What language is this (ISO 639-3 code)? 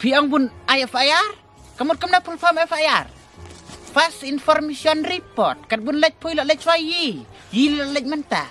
kha